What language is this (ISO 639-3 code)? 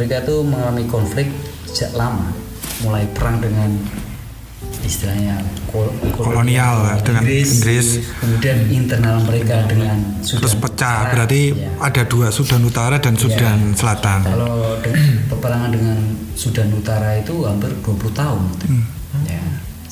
ind